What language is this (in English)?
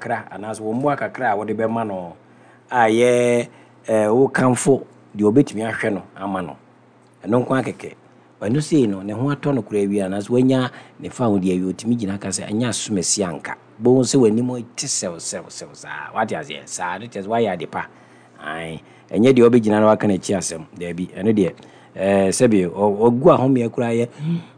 Akan